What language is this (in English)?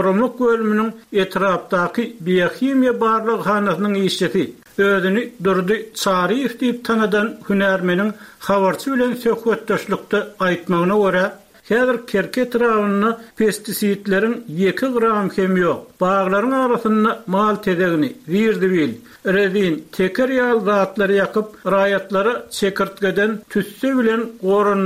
Turkmen